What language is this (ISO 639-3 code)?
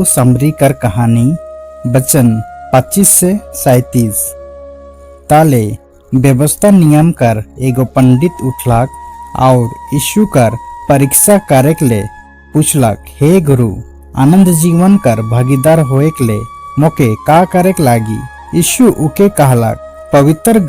sck